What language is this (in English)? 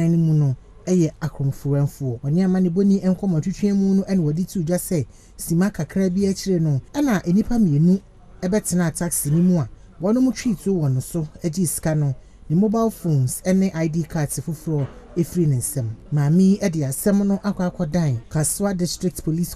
Akan